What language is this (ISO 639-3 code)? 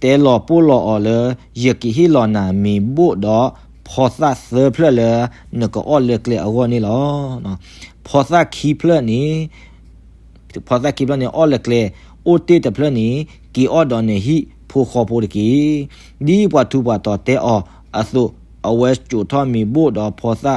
ksw